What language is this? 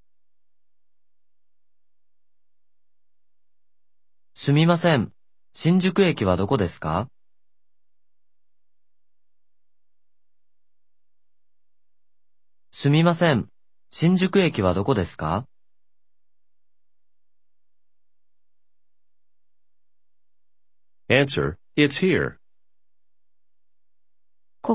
Japanese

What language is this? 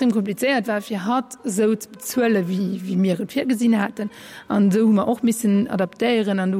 Luxembourgish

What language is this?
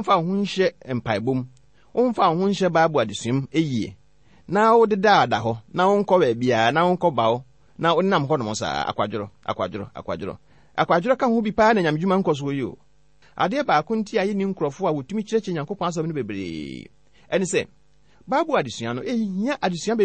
Akan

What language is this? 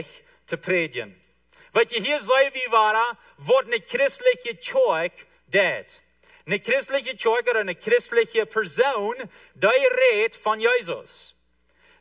Plautdietsch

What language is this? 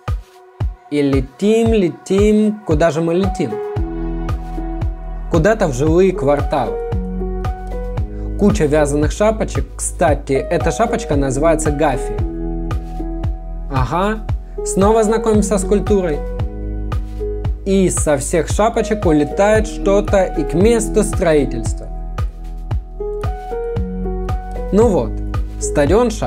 Russian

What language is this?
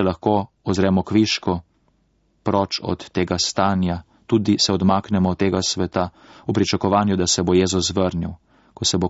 Slovenian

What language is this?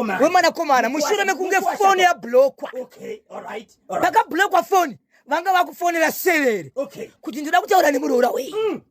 Shona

